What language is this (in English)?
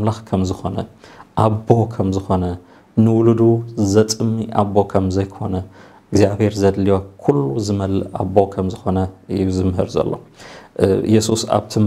Tigrinya